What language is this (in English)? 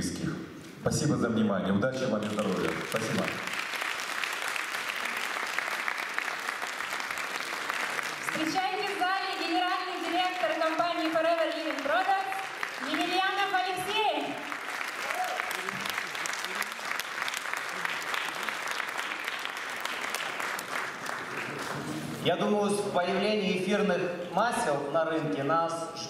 Russian